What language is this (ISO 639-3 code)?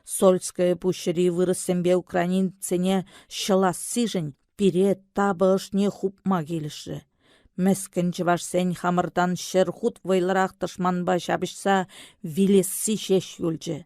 chv